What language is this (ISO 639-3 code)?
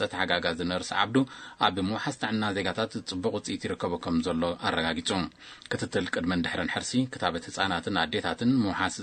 tir